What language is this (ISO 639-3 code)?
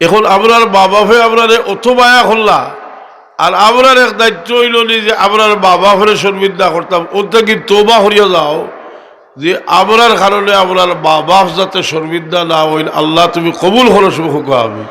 syl